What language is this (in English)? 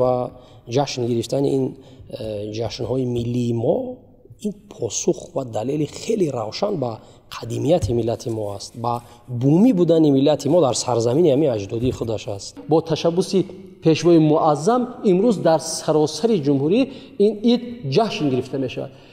Tajik